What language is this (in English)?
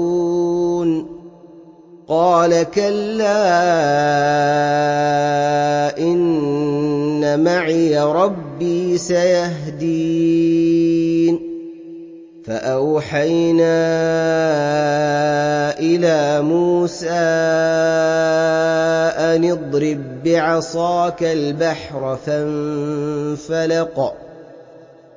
Arabic